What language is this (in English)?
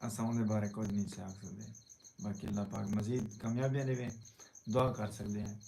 Saraiki